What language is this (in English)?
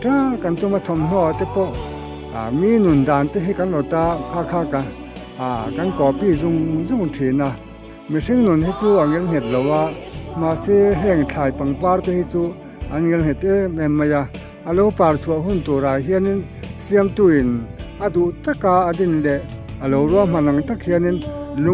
Mizo